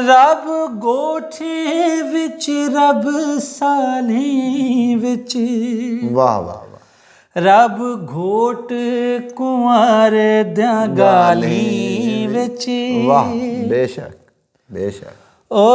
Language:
Saraiki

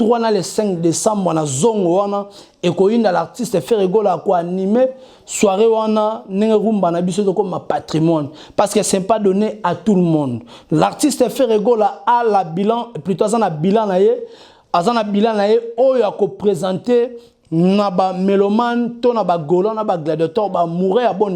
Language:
Lingala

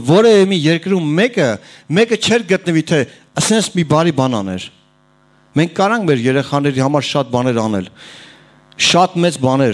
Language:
Armenian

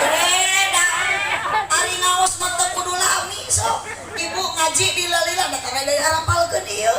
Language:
Sundanese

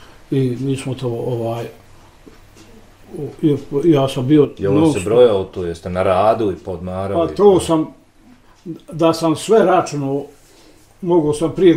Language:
Bosnian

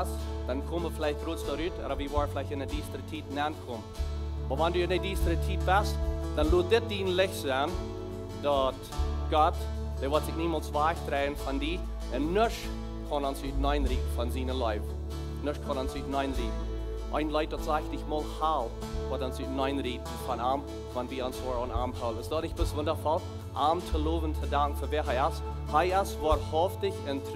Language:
Plautdietsch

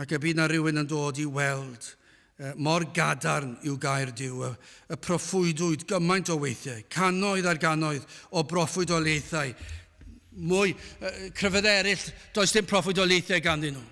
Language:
Welsh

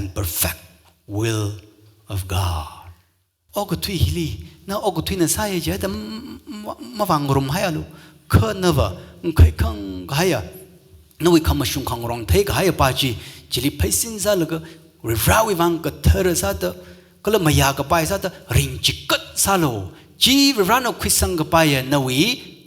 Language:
Tangkhul Naga (India)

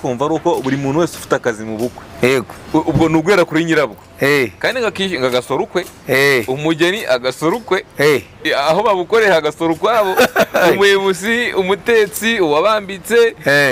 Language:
Kinyarwanda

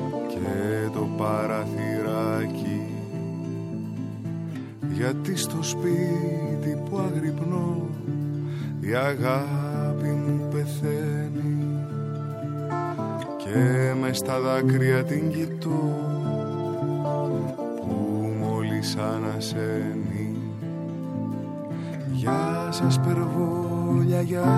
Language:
Greek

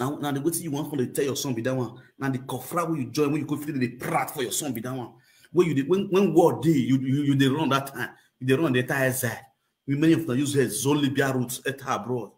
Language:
Nigerian Pidgin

